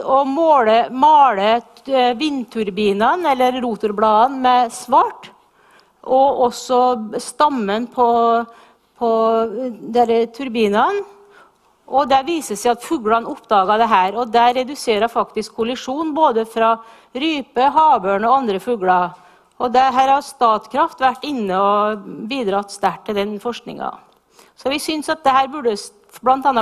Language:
Norwegian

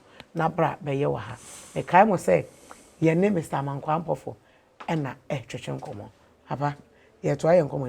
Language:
Akan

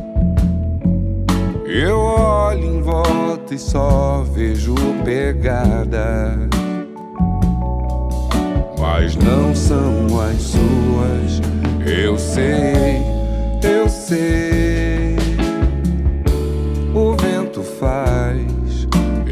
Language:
Portuguese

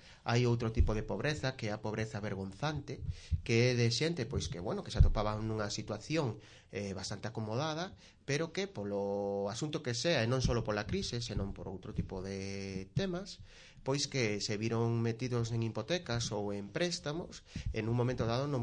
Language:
Galician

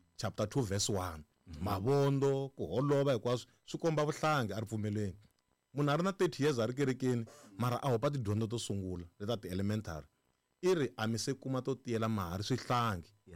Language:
Tsonga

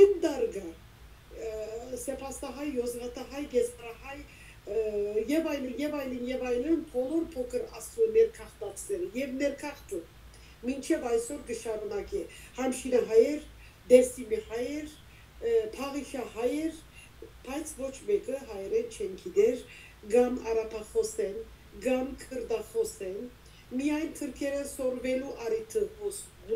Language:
Western Armenian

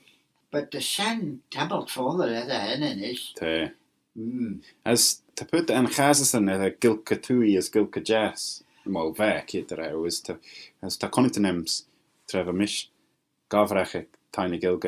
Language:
Manx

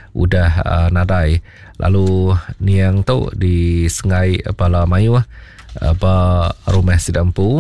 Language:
Iban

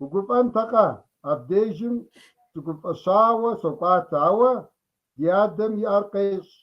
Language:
Kabardian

